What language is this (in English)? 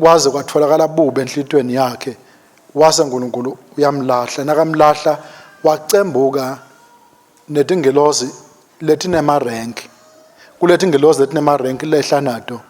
Swati